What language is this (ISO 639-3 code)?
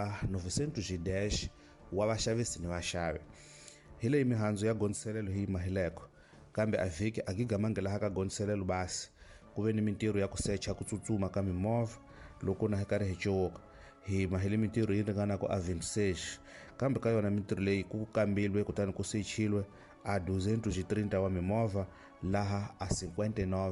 tso